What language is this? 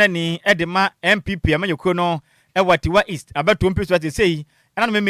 Akan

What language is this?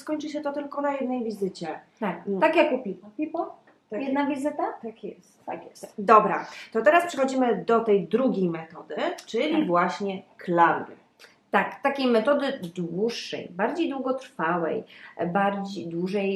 Polish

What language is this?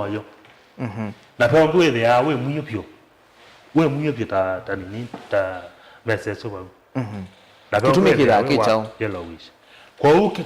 Kamba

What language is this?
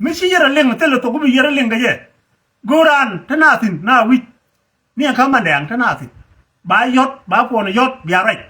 Nuer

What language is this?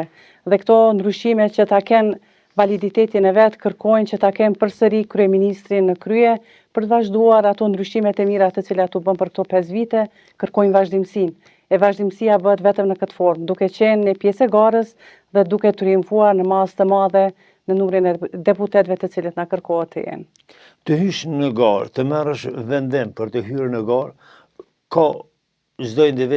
Albanian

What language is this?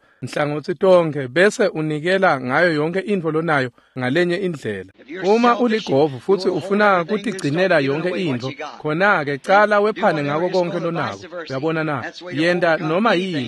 Swati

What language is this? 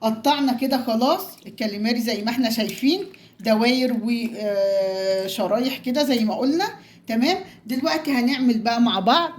Egyptian Arabic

